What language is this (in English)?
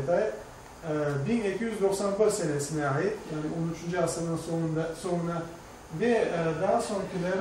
Crimean Tatar